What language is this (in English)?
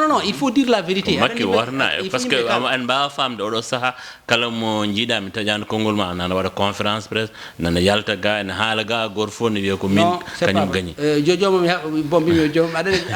Fula